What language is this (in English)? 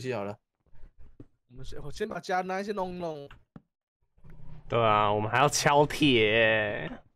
Chinese